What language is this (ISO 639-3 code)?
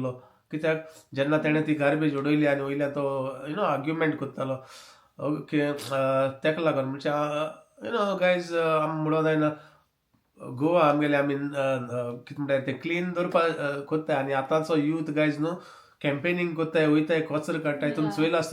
kok